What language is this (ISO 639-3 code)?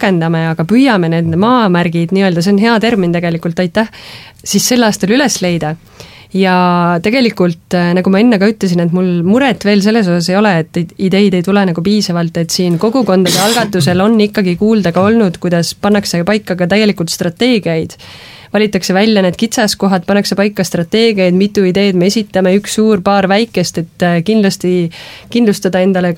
est